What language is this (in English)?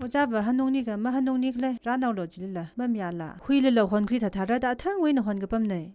Tangkhul Naga (India)